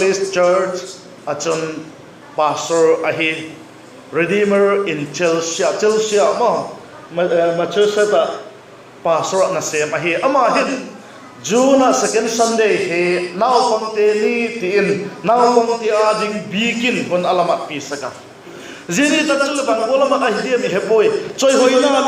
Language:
Vaiphei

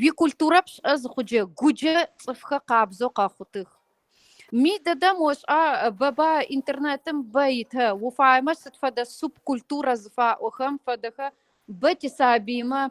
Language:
Kabardian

